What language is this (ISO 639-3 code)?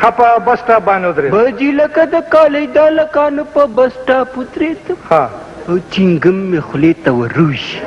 pus